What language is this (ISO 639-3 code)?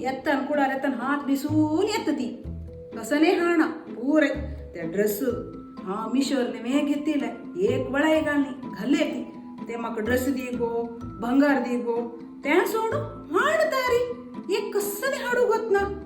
kok